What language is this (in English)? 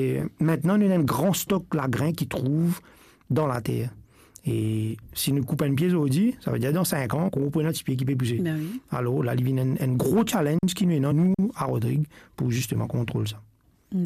Morisyen